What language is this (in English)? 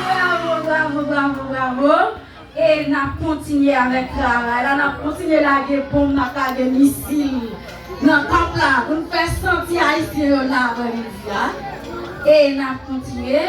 Haitian Creole